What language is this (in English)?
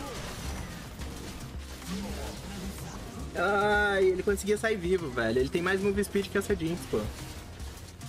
Portuguese